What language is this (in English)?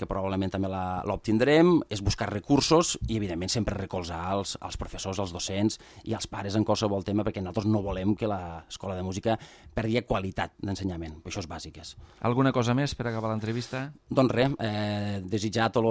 Catalan